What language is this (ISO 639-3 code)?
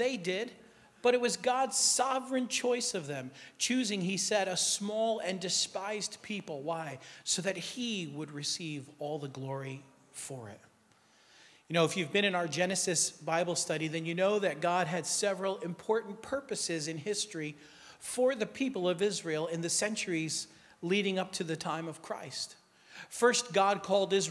eng